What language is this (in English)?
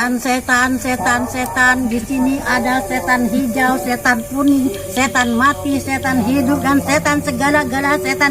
Musi